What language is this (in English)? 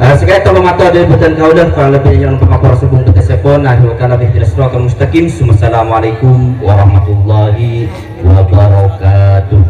Madurese